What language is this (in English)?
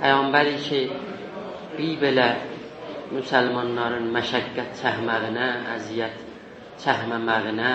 South Azerbaijani